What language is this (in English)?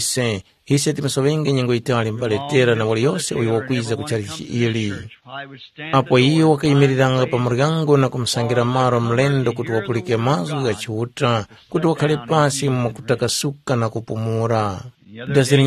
Tumbuka